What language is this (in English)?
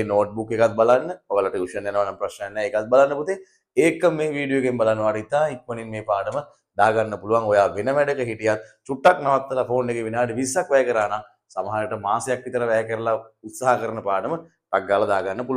Sinhala